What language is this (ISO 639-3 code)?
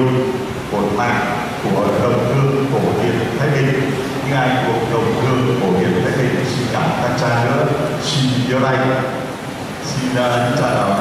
vie